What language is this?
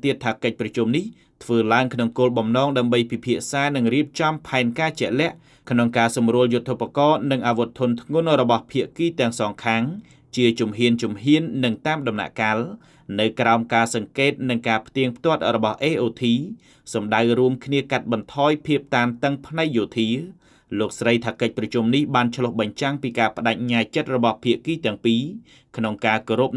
Khmer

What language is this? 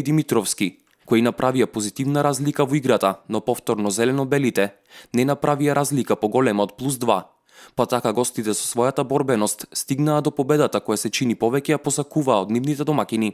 Macedonian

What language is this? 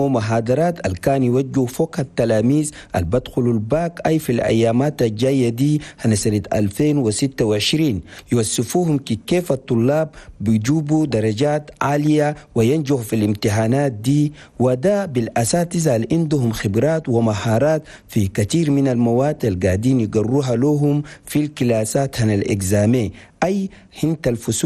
Chadian Arabic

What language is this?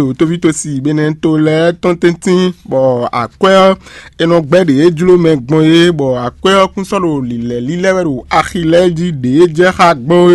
Fon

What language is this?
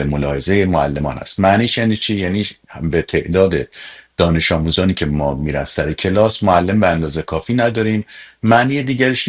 Persian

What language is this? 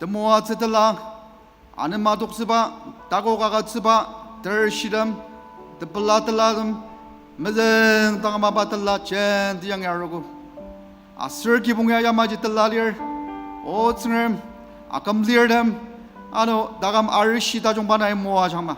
Ao Naga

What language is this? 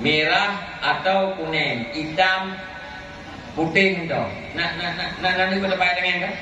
Achinese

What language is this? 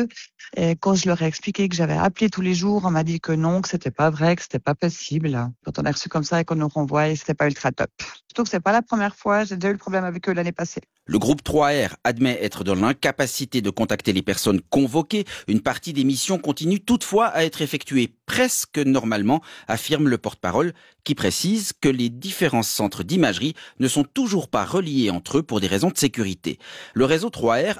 French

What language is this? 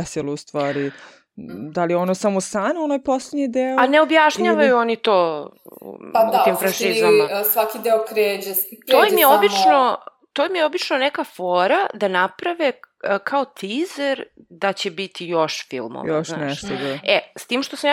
Serbian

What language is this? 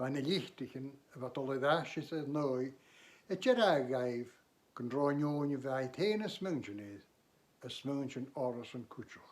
Scottish Gaelic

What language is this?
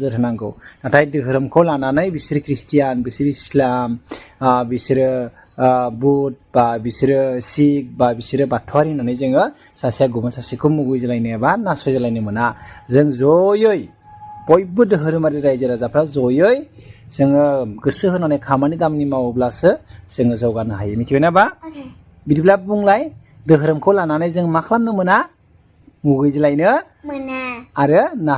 Bodo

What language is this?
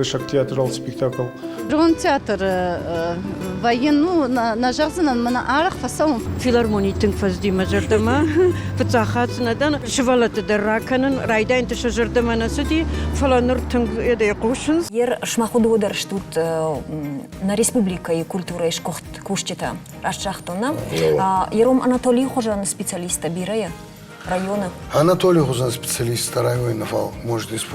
Ossetic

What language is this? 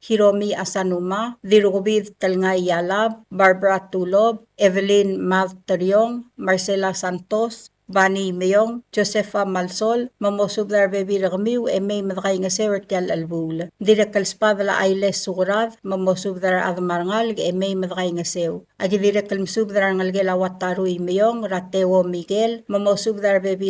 Palauan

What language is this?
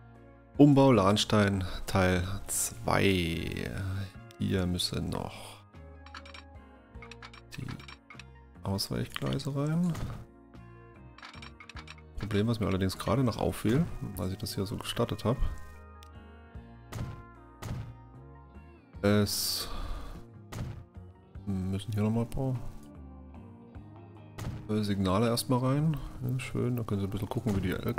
German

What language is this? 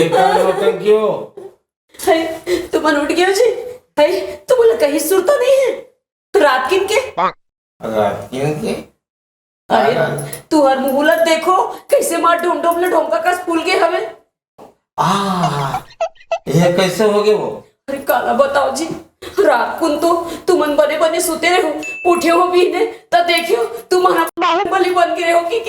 Chhattisgarhi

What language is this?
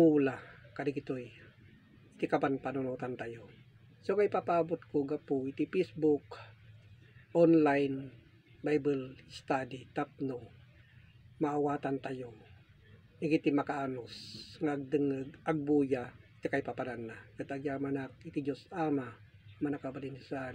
Iloko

